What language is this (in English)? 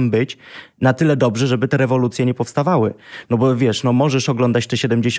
Polish